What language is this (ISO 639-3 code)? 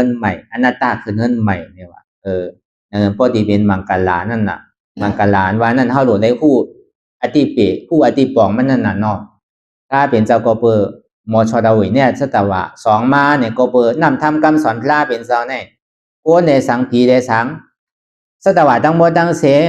shn